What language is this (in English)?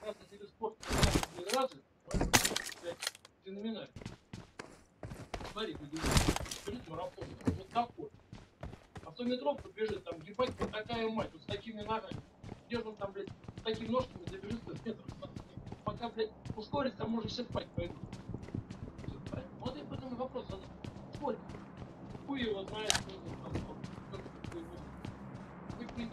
Russian